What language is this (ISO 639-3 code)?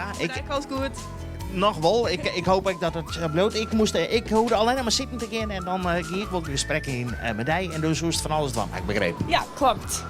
fry